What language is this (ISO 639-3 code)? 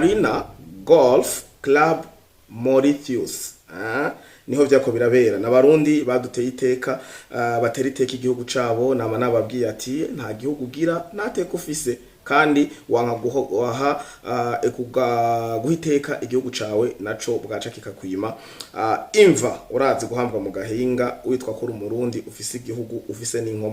run